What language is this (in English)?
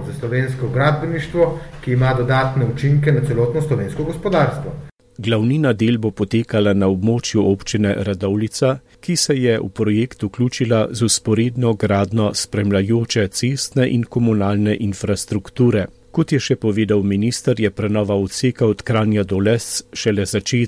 Slovenian